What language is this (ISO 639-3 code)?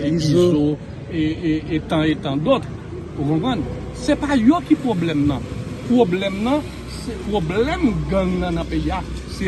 hat